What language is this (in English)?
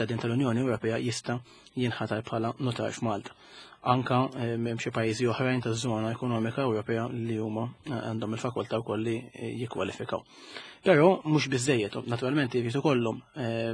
Maltese